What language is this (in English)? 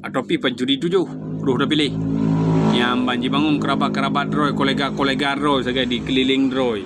Achinese